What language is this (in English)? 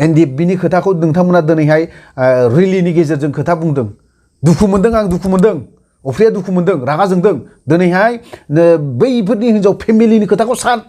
Bodo